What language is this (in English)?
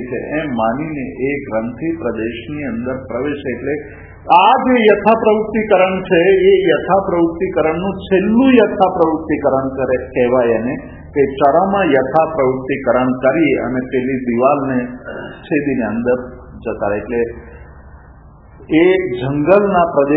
Gujarati